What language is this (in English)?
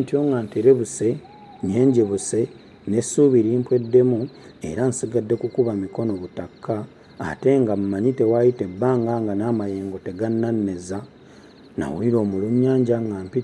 Ganda